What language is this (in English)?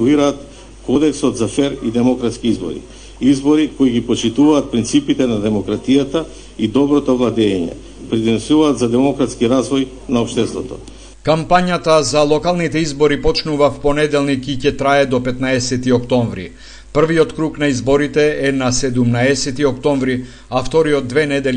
Macedonian